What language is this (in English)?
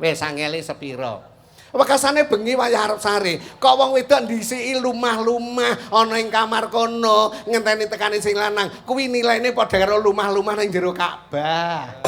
Javanese